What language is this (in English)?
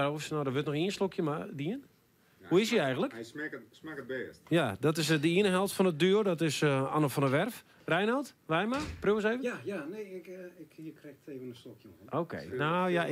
Western Frisian